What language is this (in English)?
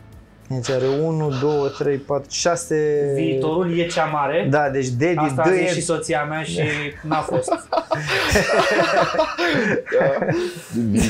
Romanian